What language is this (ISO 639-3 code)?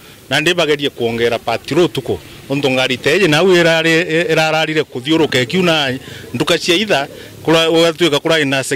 mer